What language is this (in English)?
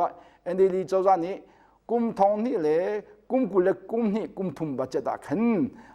Hakha Chin